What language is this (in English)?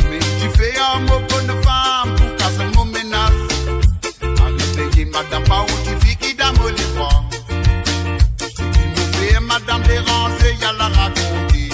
Morisyen